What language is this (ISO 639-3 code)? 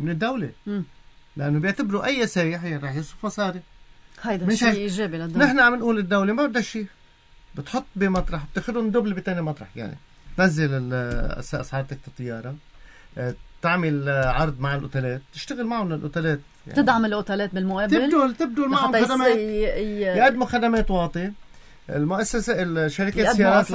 apc